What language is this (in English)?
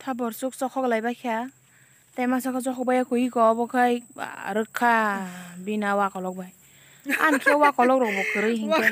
Kok Borok